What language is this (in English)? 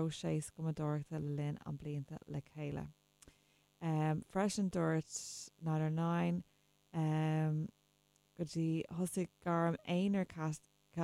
Irish